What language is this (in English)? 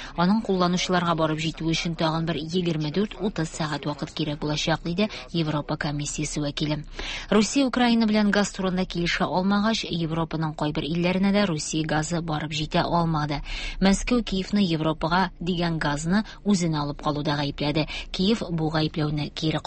Tatar